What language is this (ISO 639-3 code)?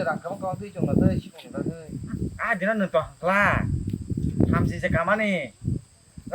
trp